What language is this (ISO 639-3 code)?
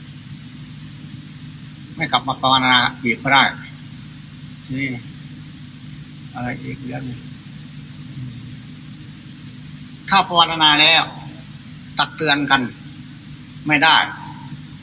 tha